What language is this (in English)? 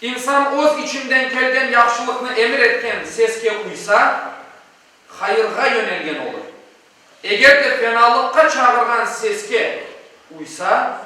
Crimean Tatar